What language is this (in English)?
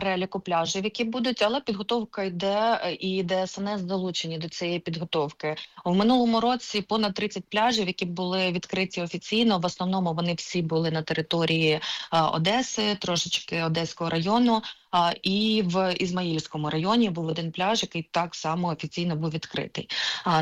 Ukrainian